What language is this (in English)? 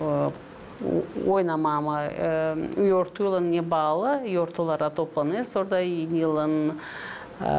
Gagauz